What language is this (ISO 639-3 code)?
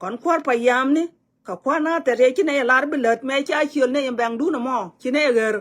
nus